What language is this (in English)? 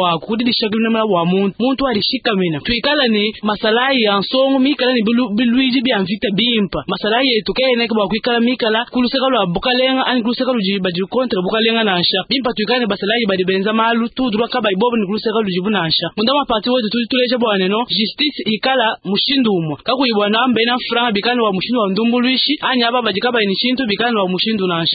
Luba-Lulua